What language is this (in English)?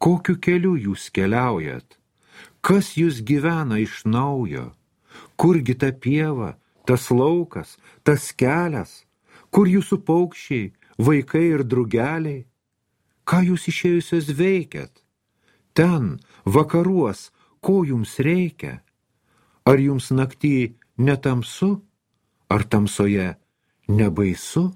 Lithuanian